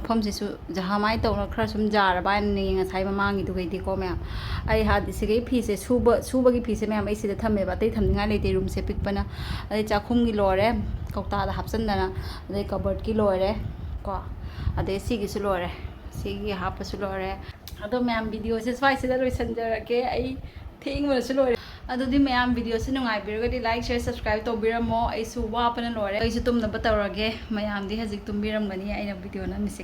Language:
Manipuri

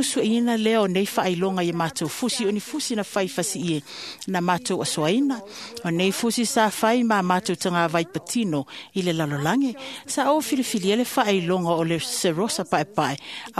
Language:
Samoan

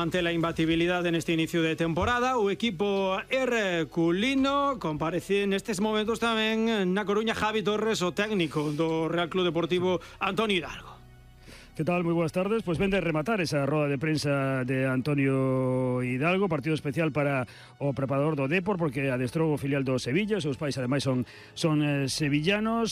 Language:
Galician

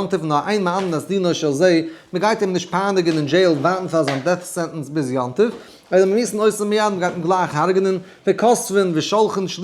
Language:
Yiddish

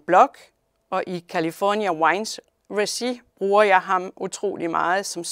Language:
Danish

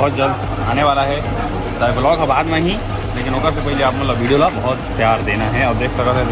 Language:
Chhattisgarhi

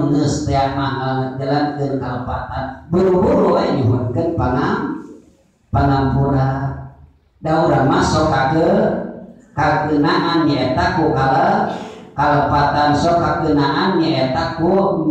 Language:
Sundanese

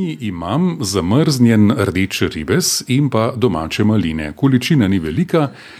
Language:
Slovenian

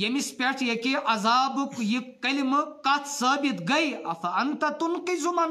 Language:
Kashmiri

